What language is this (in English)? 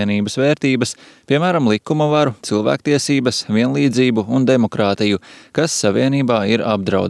Latvian